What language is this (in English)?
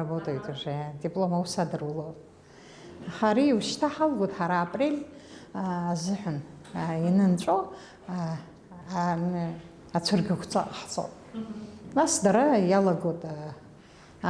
Abkhazian